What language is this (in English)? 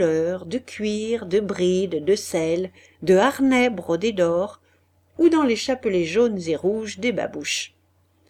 French